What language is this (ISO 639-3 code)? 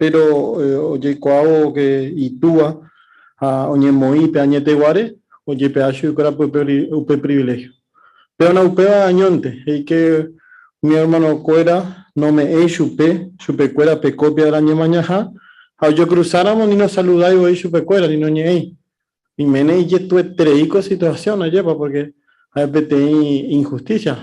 grn